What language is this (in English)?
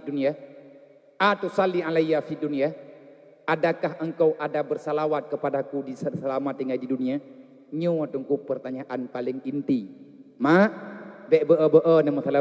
Achinese